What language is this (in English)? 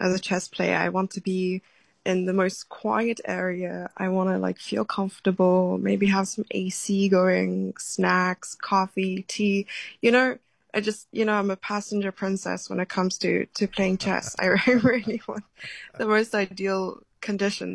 English